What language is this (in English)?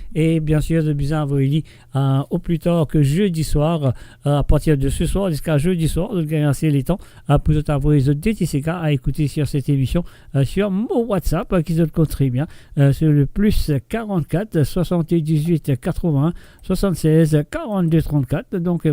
Morisyen